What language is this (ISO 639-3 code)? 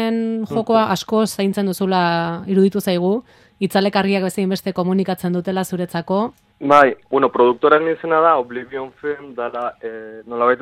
eus